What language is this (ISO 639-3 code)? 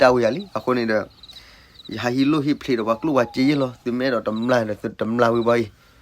ksw